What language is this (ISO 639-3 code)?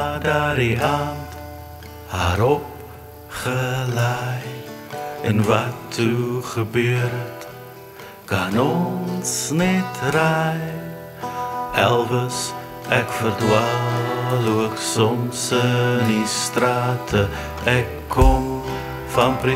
afr